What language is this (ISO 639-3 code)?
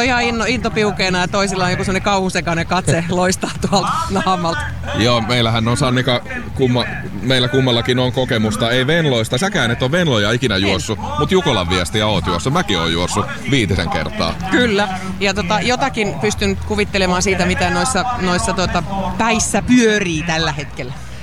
fin